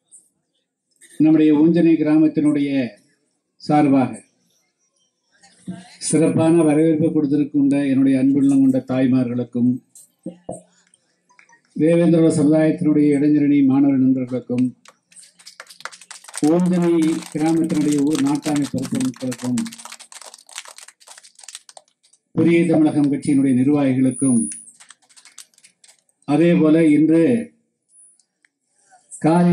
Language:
Tamil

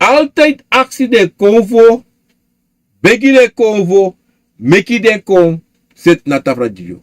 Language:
Sranan Tongo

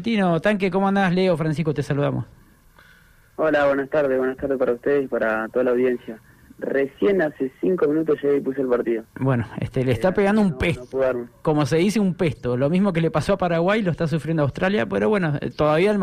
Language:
Spanish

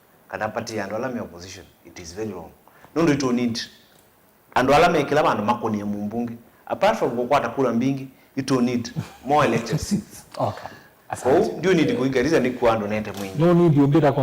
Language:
Kamba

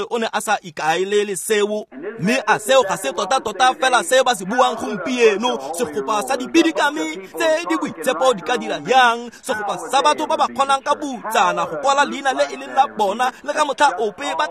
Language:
Tswana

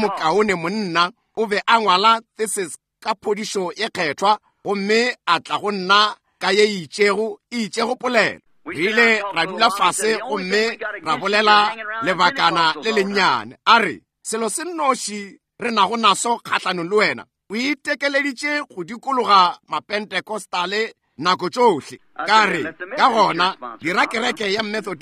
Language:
Northern Sotho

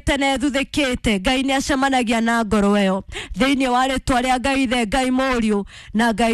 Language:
Kikuyu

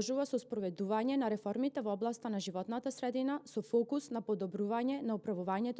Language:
Macedonian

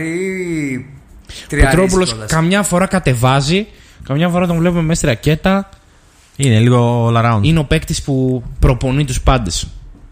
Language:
Greek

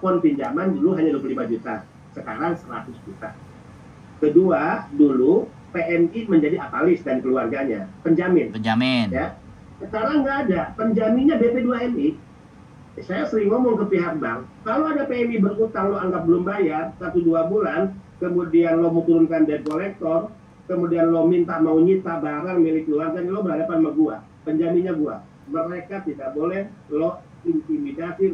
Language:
Indonesian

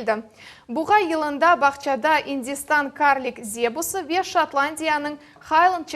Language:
Crimean Tatar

